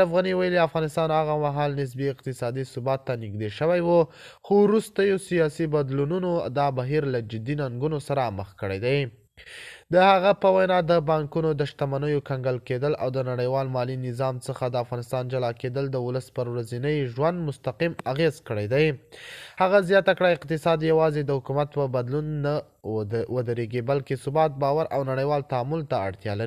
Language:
Pashto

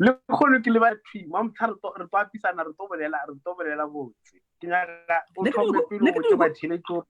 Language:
Northern Sotho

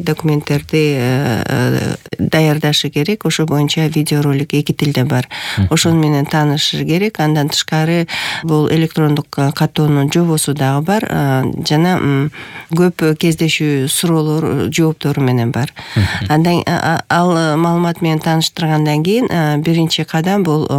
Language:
Kyrgyz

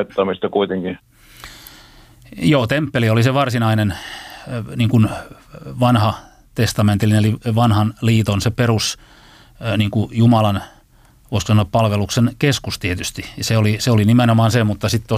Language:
Finnish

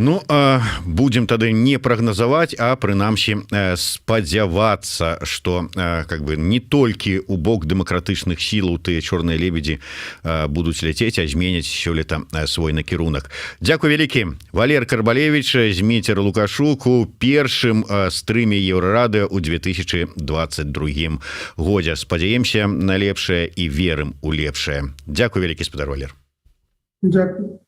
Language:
Belarusian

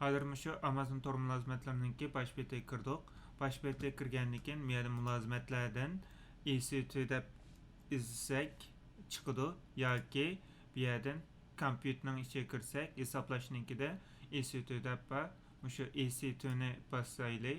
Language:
Uyghur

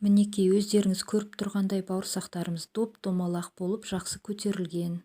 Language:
Kazakh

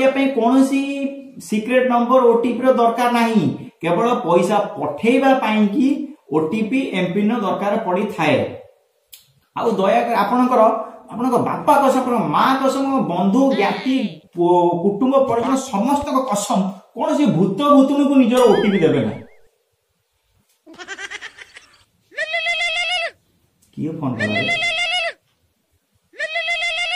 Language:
Odia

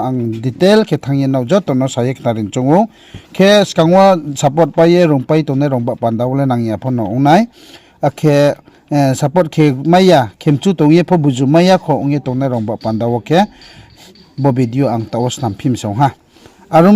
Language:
Riang (India)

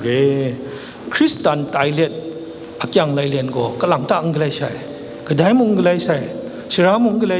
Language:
Kachin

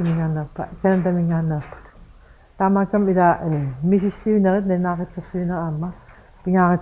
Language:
Kalaallisut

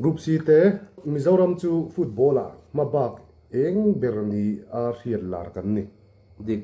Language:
Mizo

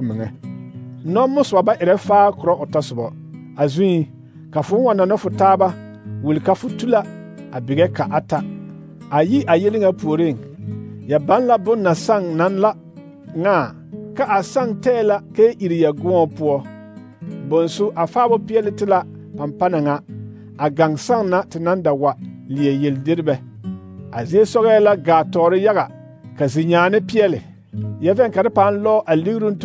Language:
Southern Dagaare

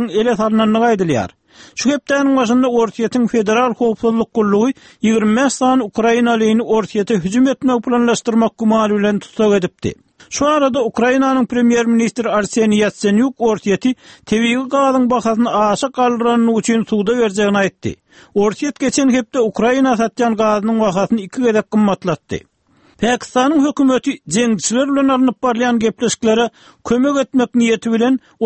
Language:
Turkmen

